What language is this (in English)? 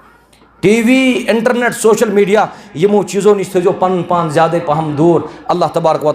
Kashmiri